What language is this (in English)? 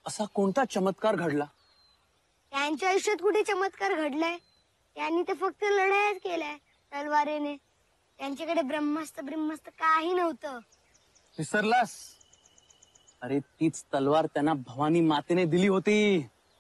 Marathi